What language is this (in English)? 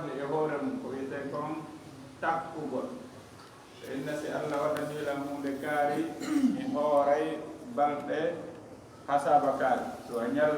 Fula